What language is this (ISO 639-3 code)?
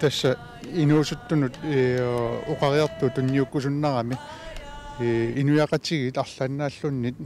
kal